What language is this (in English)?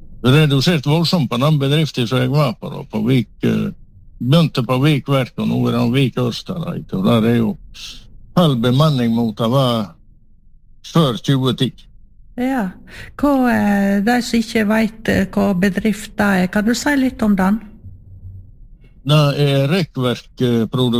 Norwegian